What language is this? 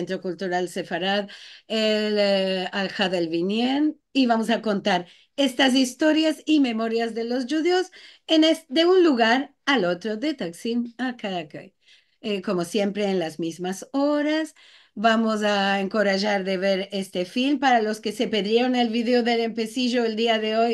Ladino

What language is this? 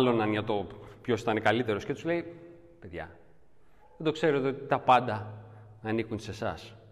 Greek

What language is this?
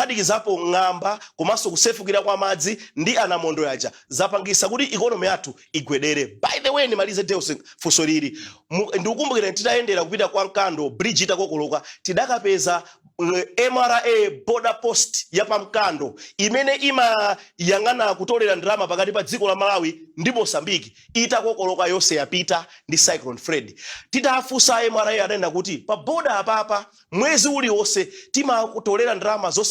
Nyanja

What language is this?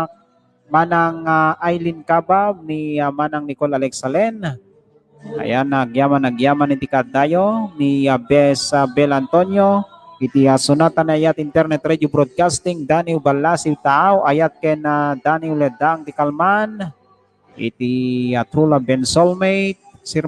Iloko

